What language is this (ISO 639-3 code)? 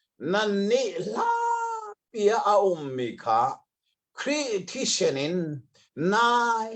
cnh